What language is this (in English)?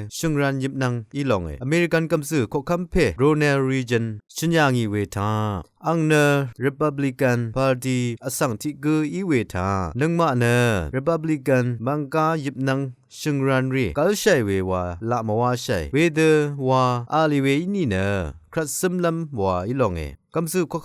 Rawang